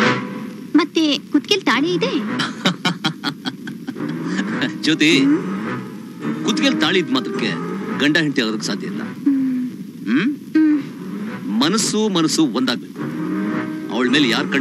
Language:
Kannada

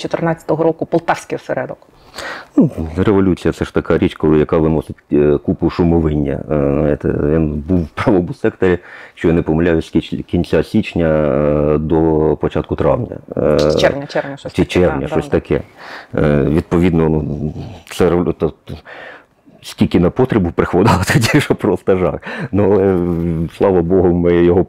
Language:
Ukrainian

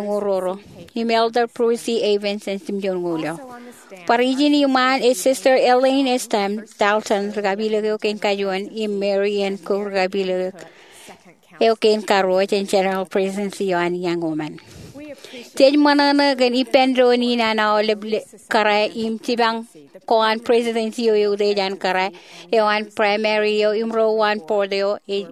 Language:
Marshallese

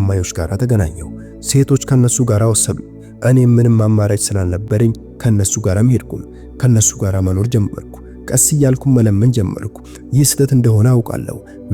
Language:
Amharic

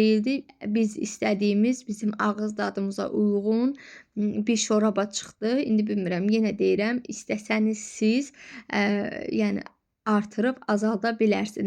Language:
Azerbaijani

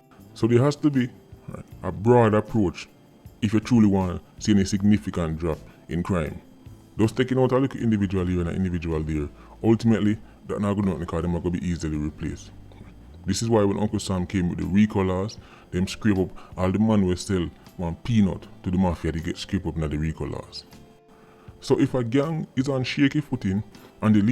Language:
Jamaican Creole English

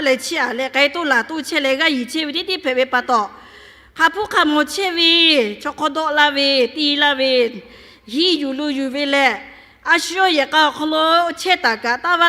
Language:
Lahu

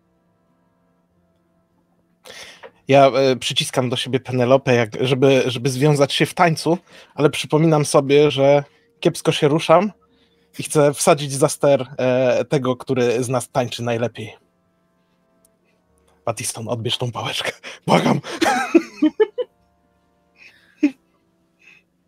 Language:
Polish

